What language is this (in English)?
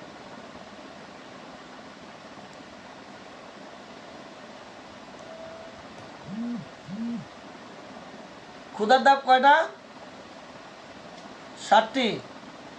Bangla